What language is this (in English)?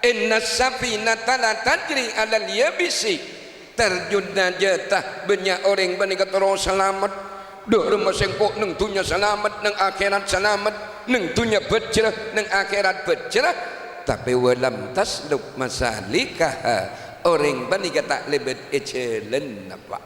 Madurese